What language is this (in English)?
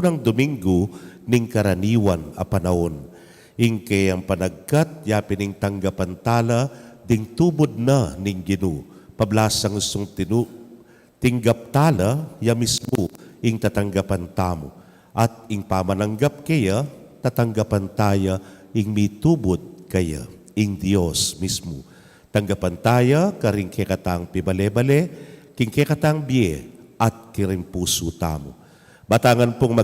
Pampanga